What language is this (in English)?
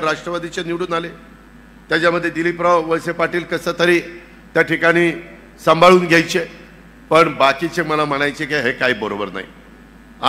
Marathi